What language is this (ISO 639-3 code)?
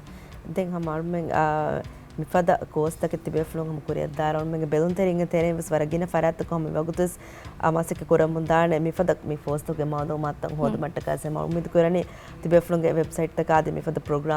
div